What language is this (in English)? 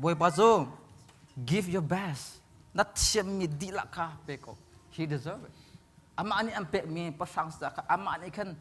Hakha Chin